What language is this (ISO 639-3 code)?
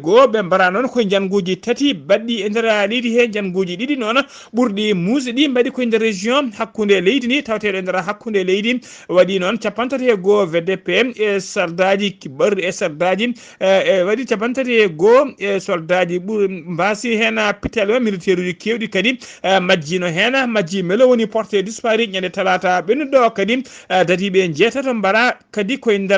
ful